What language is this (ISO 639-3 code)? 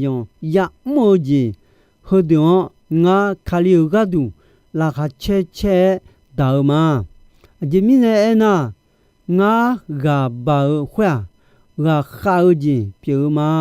ahk